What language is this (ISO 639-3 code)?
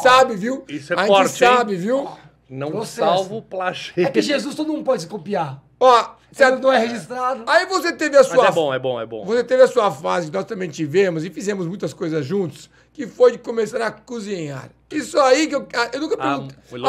por